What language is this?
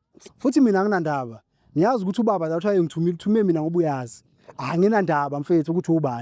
Zulu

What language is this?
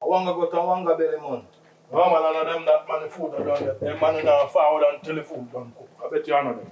Jamaican Creole English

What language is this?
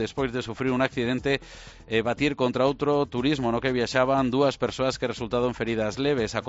Galician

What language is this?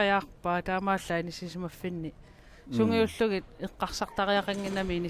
Kalaallisut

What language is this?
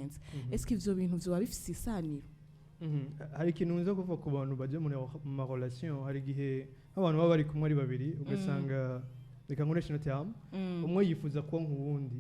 Rundi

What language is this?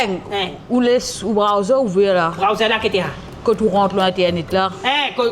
Morisyen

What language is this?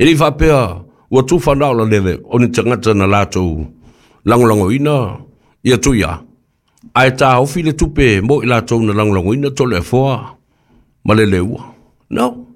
Samoan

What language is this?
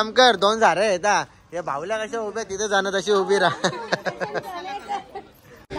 Marathi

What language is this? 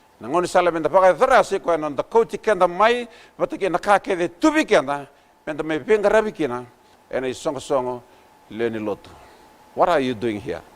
Fijian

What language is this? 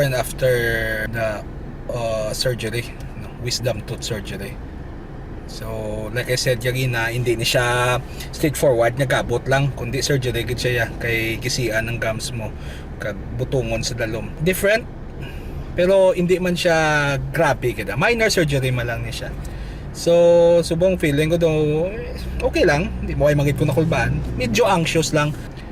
Hiligaynon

